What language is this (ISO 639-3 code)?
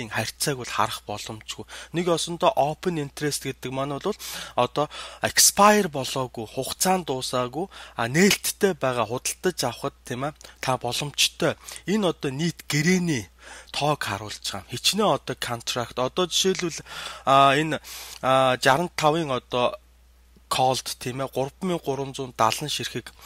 mon